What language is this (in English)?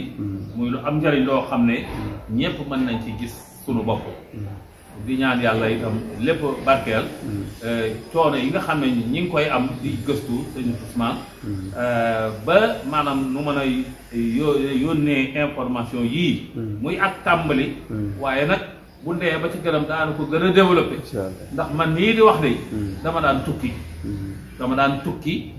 Wolof